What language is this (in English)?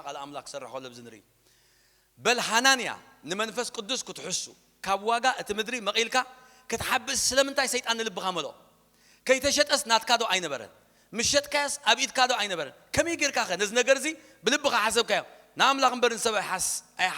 Tigrinya